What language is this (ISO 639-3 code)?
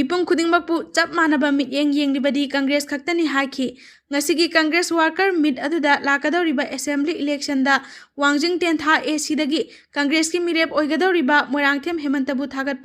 mni